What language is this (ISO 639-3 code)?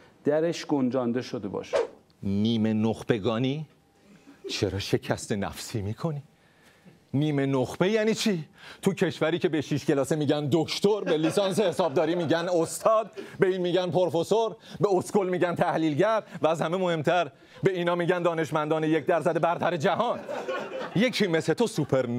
fas